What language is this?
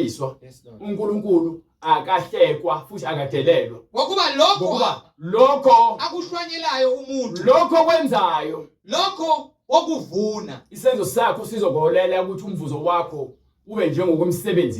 Zulu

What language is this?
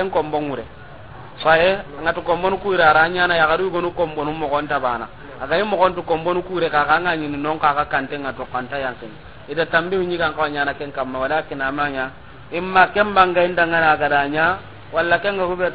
Soninke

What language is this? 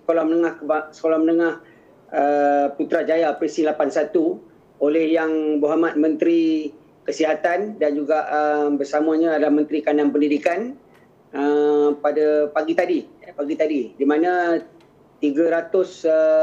Malay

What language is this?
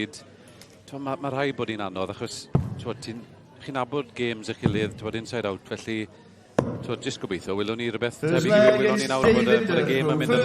Welsh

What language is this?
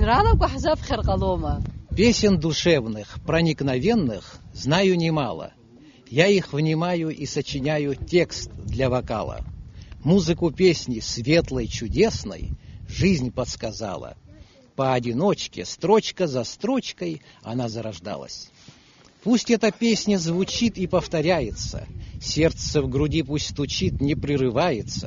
Abkhazian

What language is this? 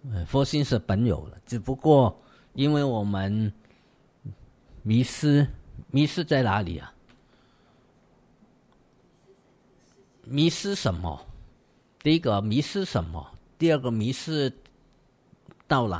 Chinese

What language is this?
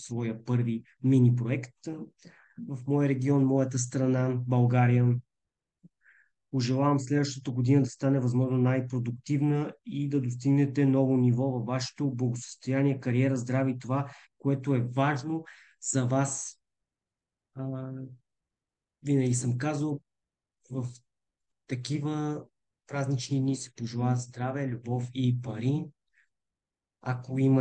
Bulgarian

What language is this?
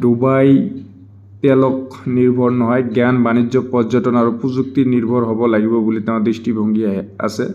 Assamese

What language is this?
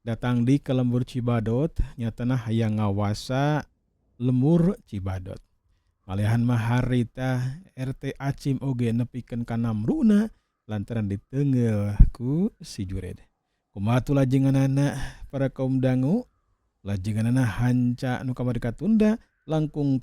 Sundanese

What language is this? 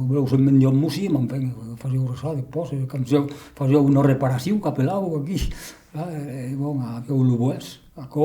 Occitan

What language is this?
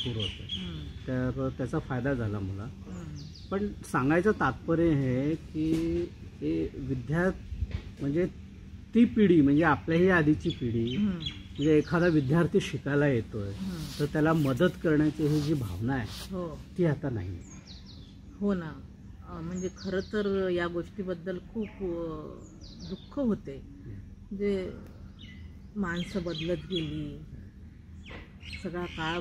Marathi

